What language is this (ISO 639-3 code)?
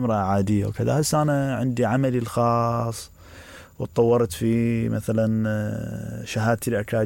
acm